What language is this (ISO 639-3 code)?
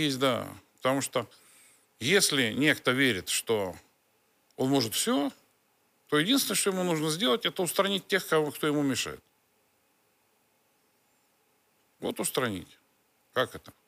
rus